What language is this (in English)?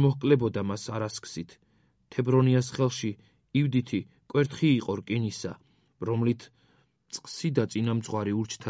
Georgian